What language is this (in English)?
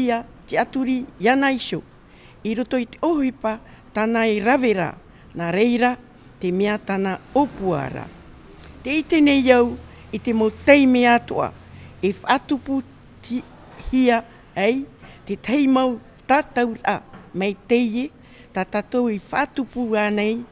Tahitian